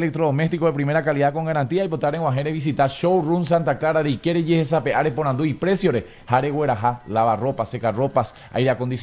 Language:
Guarani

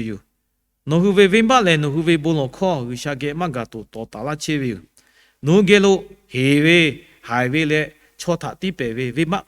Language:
Lahu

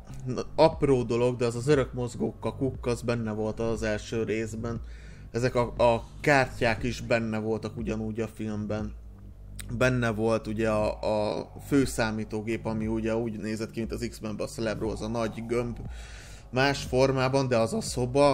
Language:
Hungarian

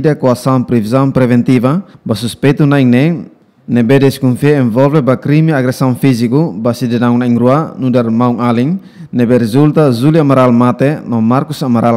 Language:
Tetum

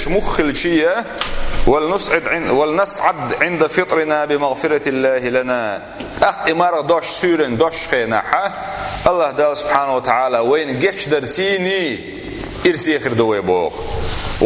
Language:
Chechen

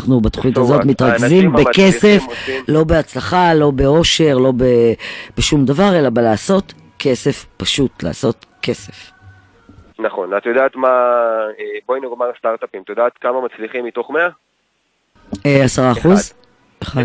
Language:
Hebrew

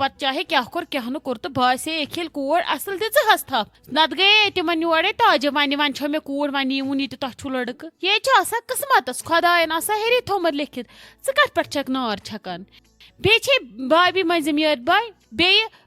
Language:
Kashmiri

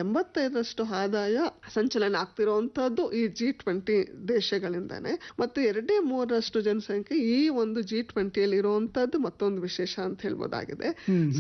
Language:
Kannada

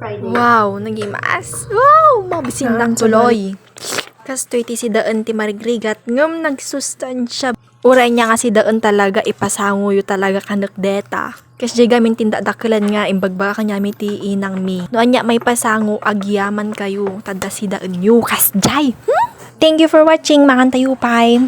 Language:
Iloko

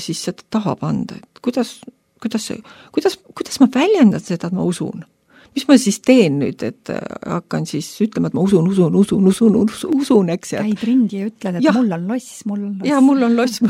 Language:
Estonian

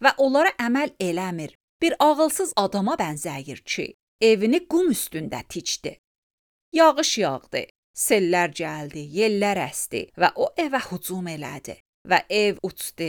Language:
Azerbaijani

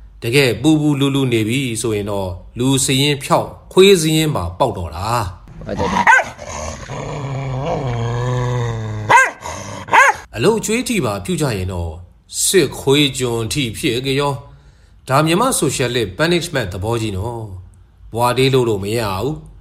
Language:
Burmese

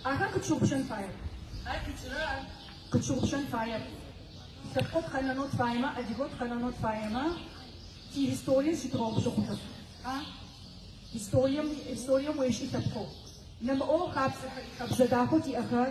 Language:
Adyghe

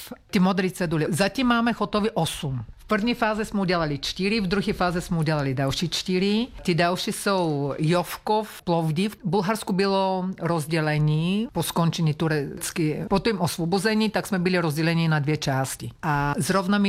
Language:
Czech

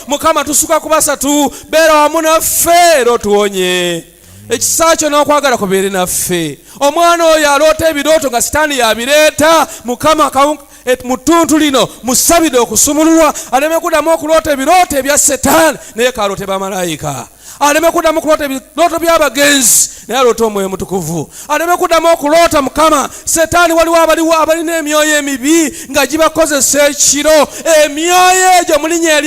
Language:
Ganda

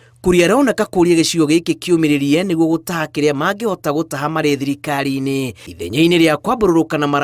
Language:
Kikuyu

